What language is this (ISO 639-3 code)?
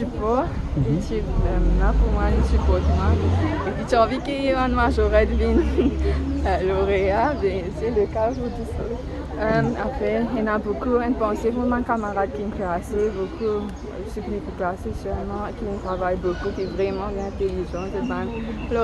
mfe